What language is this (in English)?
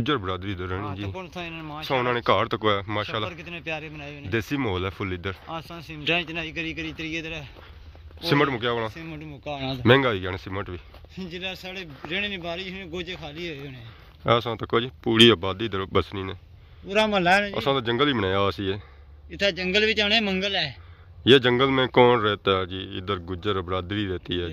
Pahari-Potwari